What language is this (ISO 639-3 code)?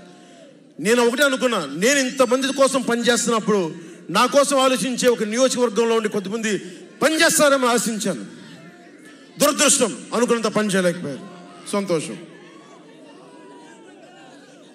tel